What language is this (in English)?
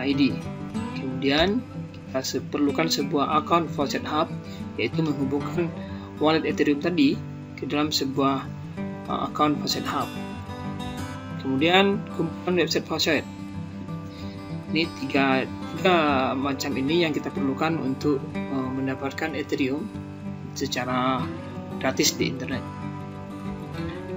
Indonesian